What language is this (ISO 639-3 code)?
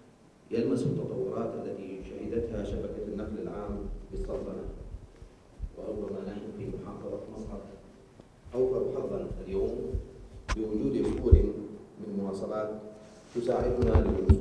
ara